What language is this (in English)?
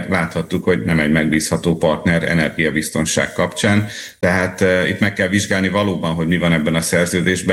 Hungarian